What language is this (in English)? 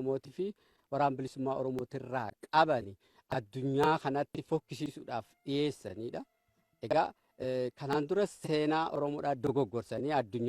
Oromo